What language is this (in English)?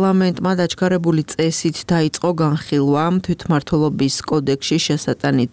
Georgian